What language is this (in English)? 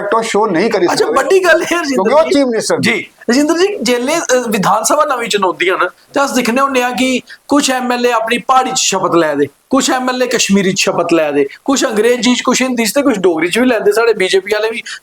Dogri